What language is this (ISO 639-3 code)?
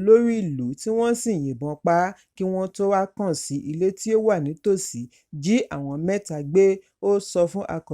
yor